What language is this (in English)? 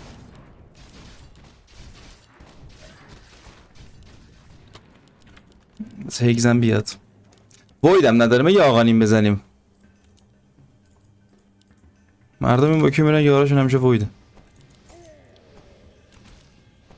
Persian